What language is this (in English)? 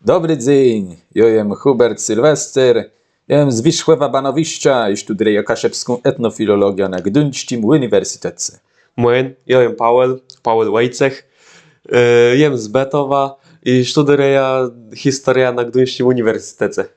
Kashubian